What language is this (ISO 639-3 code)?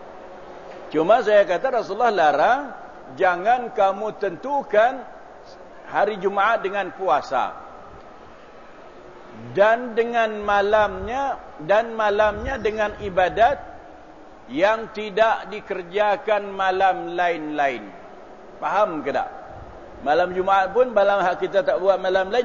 msa